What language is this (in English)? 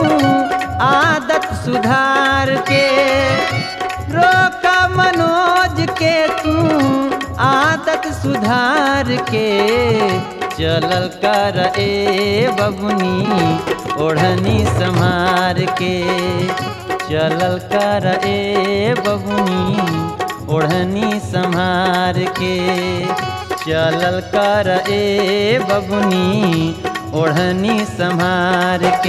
Bhojpuri